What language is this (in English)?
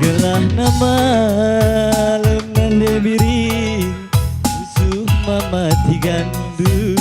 Batak Karo